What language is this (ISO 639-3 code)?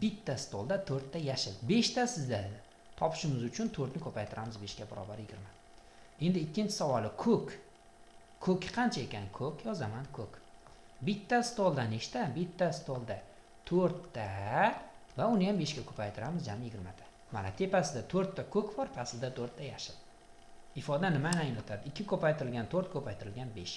uzb